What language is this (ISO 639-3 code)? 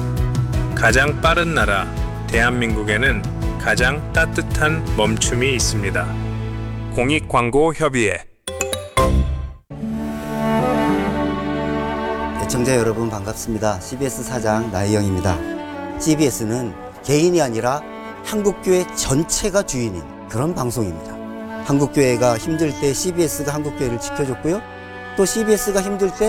kor